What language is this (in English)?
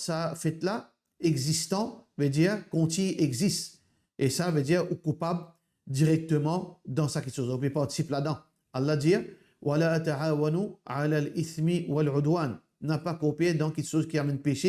Morisyen